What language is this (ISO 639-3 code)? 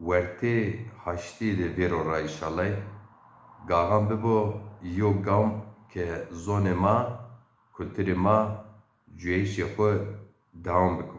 zza